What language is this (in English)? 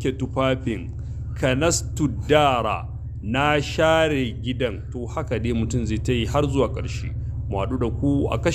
Hausa